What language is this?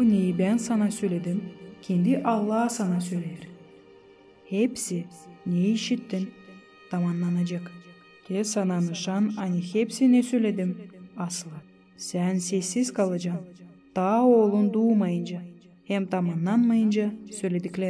Gagauz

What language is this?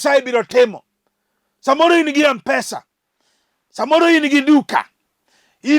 Luo (Kenya and Tanzania)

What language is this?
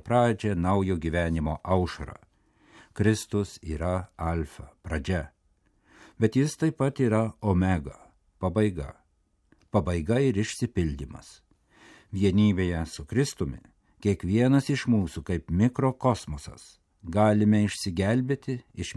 Lithuanian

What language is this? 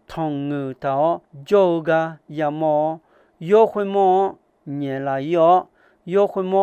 Akha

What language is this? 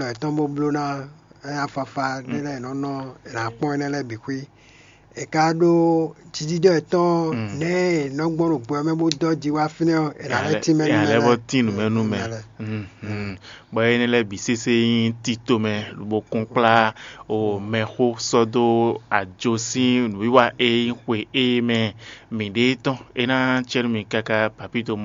Fon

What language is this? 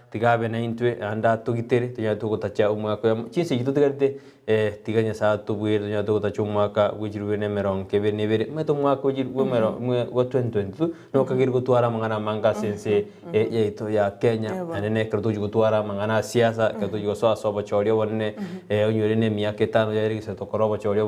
Gusii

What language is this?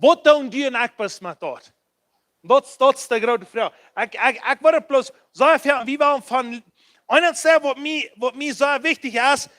Plautdietsch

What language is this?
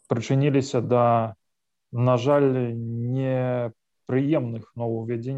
Belarusian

